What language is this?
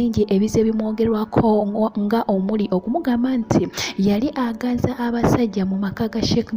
Ganda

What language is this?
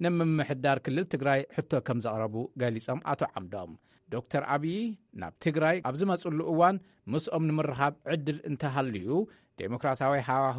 Tigrinya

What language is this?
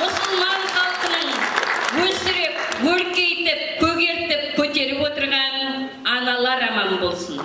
Uyghur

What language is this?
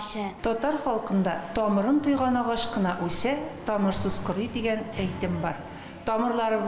Tatar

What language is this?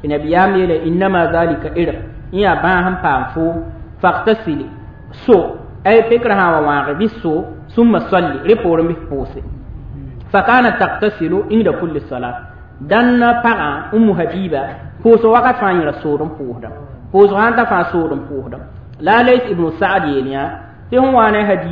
Mossi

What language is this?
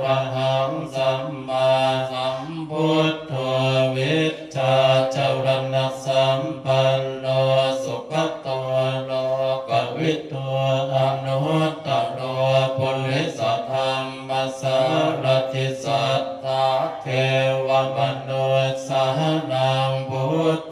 Pali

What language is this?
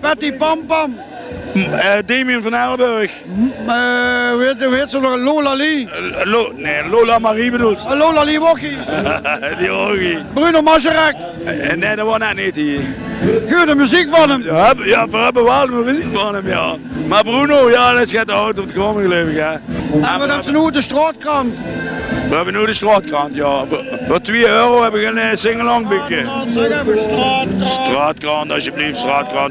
Limburgish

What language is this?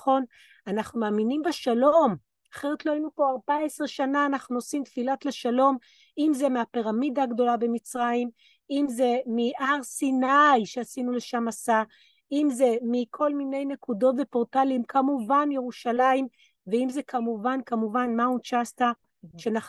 Hebrew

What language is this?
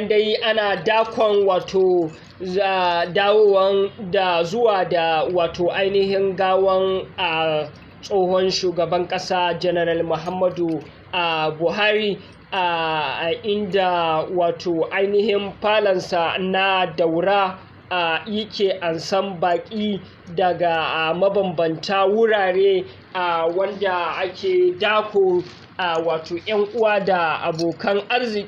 Hausa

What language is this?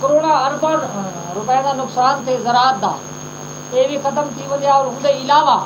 Saraiki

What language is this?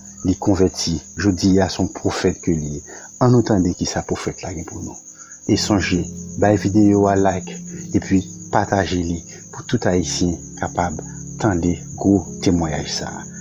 Haitian Creole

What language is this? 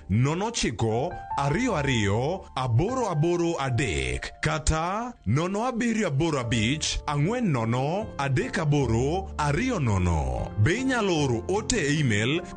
Luo (Kenya and Tanzania)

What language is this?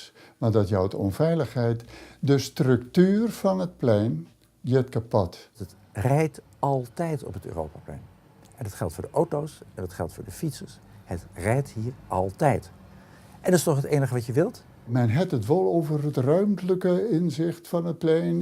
Western Frisian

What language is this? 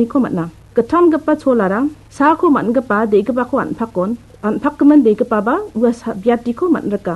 Garo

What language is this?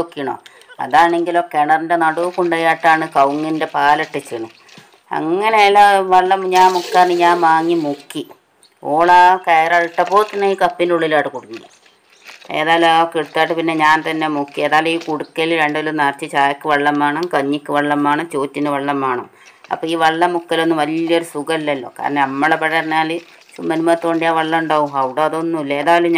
Malayalam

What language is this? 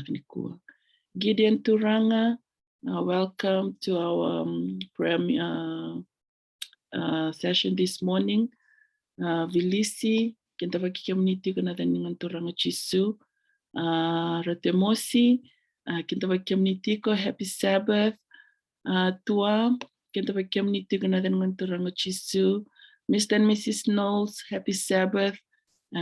Fijian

